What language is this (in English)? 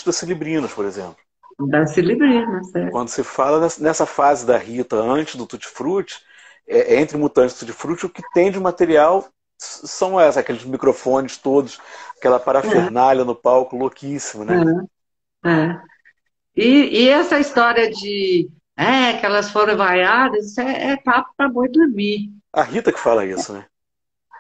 Portuguese